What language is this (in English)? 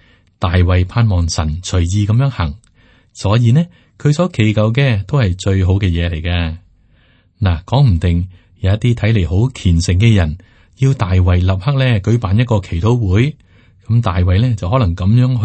Cantonese